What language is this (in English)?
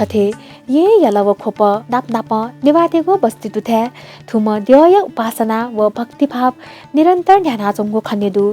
Newari